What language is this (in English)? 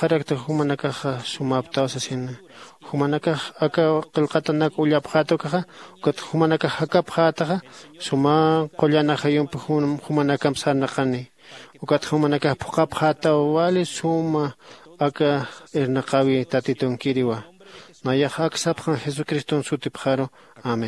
Aymara